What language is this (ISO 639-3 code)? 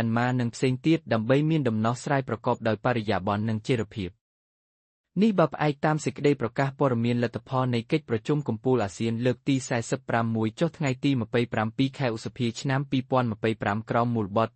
khm